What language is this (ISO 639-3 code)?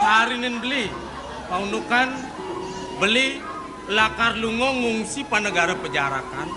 ban